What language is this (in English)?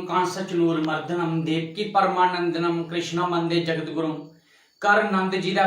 Dogri